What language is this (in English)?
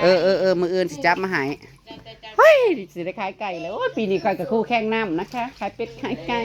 Northeastern Thai